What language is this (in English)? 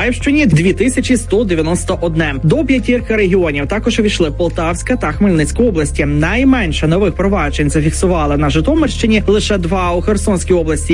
Ukrainian